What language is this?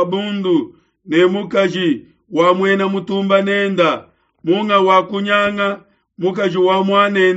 Luba-Lulua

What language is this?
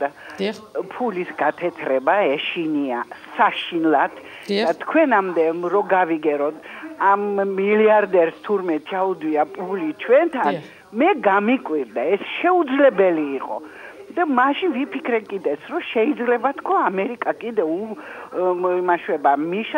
Georgian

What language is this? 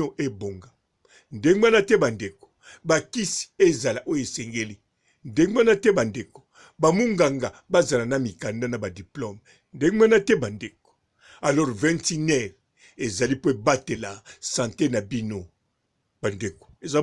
Lingala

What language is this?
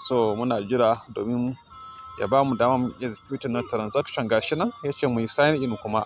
Hausa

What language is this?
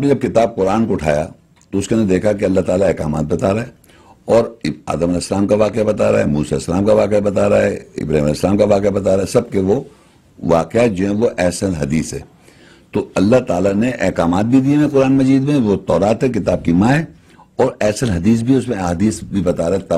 Urdu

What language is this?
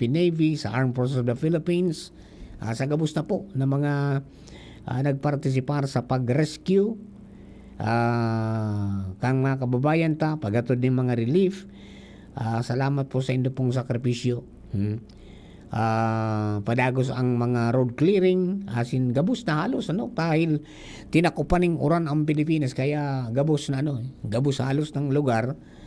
Bikol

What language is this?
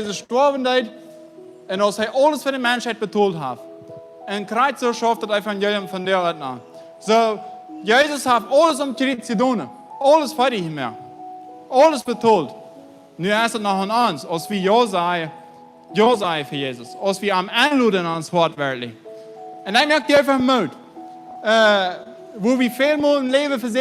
Plautdietsch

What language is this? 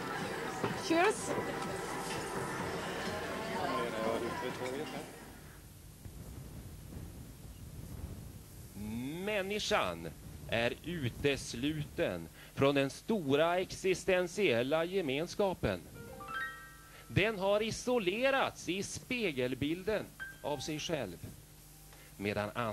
Swedish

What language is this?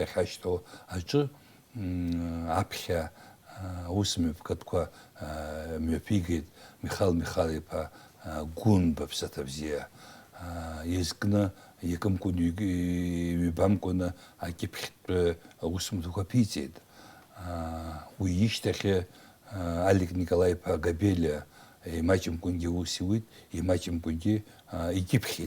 Abkhazian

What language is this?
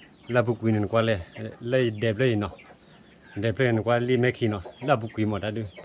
S'gaw Karen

